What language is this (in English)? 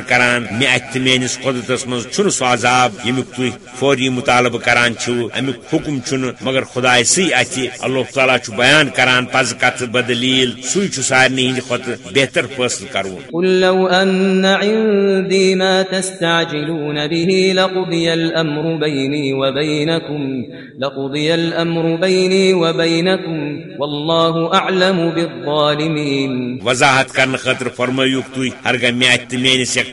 Kashmiri